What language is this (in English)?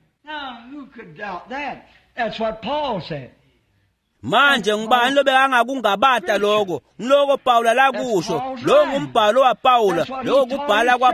Swati